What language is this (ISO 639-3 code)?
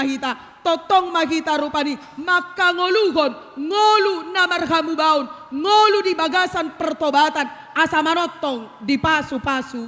bbc